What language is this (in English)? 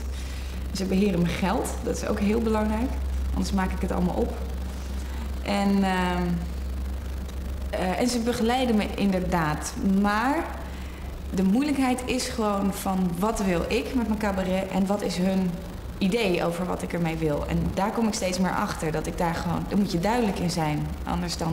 Dutch